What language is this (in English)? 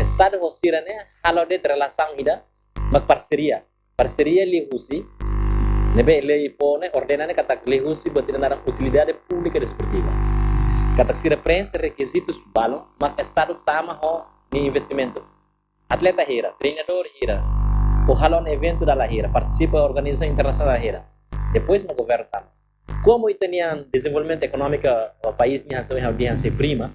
Tetum